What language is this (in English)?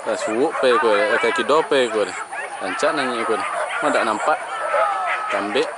Minangkabau